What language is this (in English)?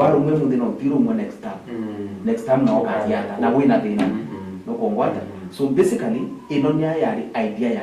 Meru